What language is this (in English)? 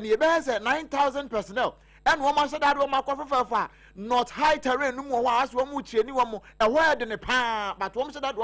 Akan